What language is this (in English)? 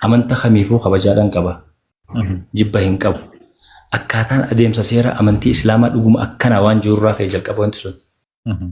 Oromo